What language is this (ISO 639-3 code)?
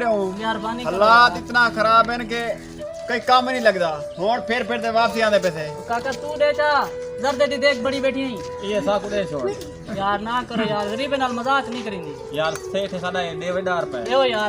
skr